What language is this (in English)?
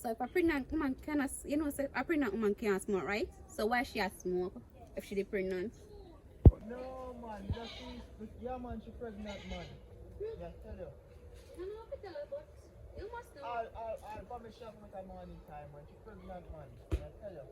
Jamaican Creole English